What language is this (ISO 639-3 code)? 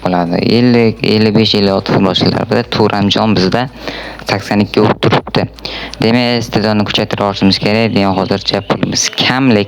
uzb